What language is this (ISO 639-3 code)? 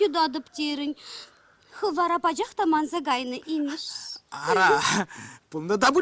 chv